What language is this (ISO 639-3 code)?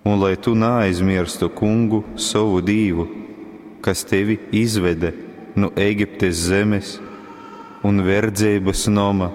ltg